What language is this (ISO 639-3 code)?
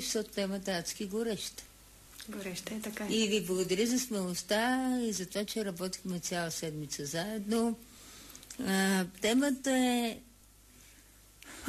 bul